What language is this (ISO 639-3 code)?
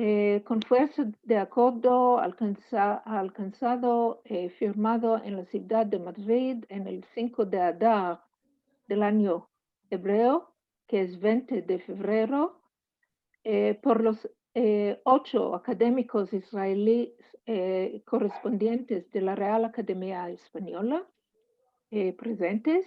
lad